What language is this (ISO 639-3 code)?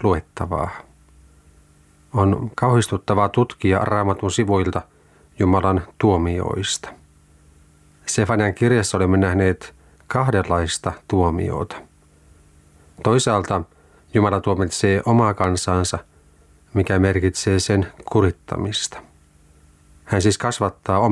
fin